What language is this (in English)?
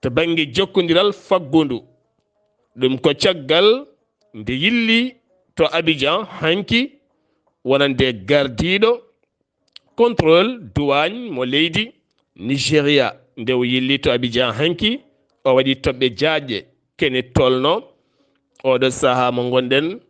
Fula